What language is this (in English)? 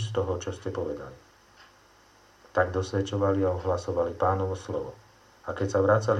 Slovak